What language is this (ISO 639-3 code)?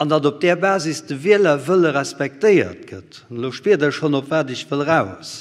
ltz